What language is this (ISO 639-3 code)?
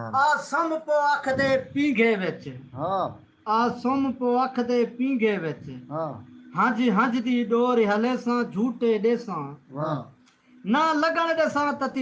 skr